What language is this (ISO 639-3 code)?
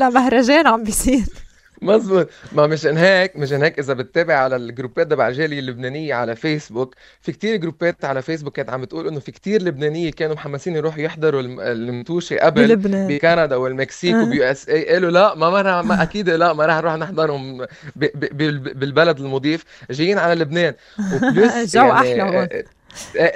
apc